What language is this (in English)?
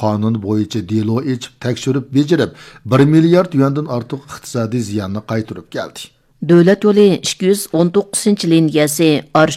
Uyghur